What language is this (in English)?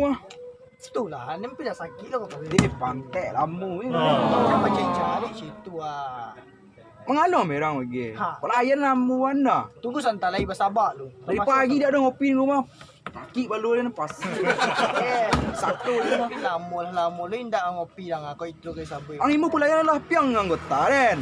Minangkabau